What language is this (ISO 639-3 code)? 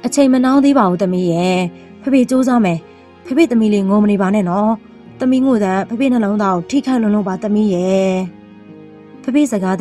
mya